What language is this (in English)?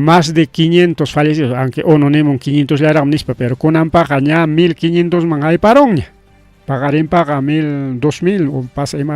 Ayacucho Quechua